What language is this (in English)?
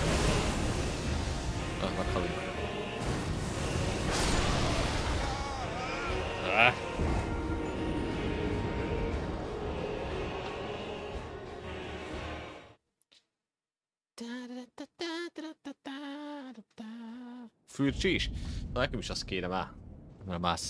Hungarian